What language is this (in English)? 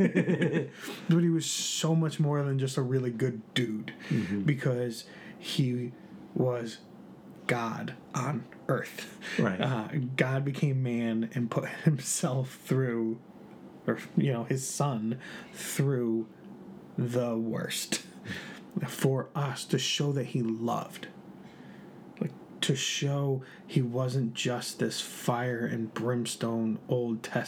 English